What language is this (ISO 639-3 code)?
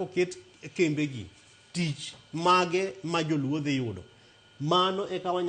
luo